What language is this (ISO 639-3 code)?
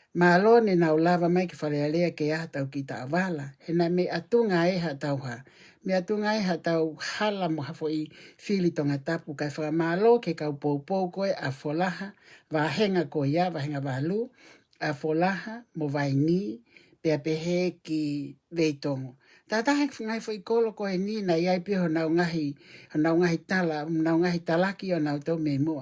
ton